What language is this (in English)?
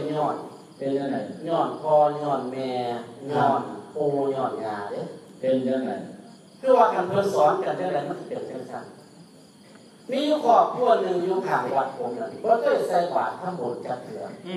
Northeastern Thai